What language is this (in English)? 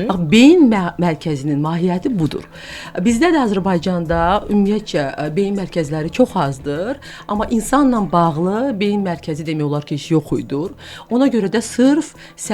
Azerbaijani